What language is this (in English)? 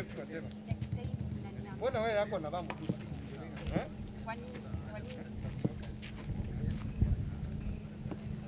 Swahili